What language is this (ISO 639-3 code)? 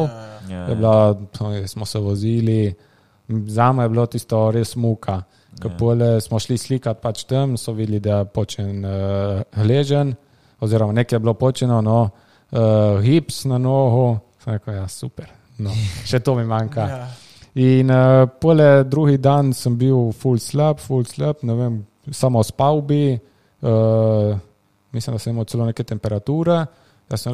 slv